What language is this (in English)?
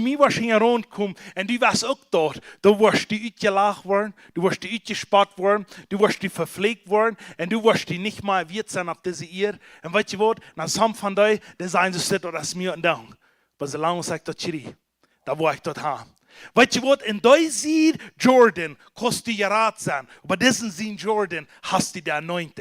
Plautdietsch